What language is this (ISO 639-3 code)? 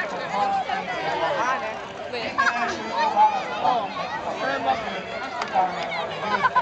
hun